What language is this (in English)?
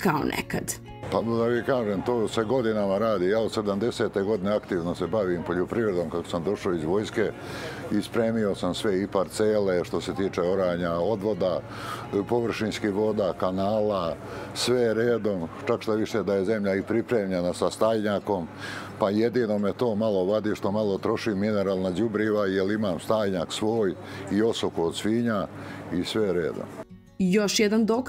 Serbian